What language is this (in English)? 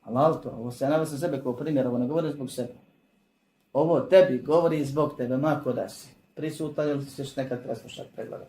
Bosnian